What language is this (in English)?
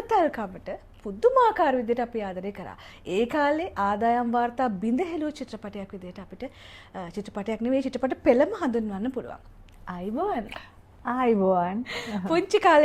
Sinhala